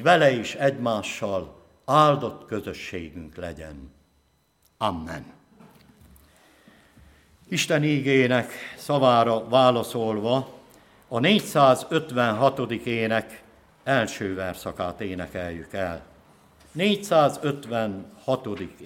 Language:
Hungarian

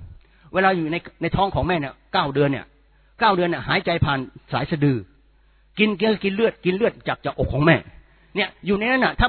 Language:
Thai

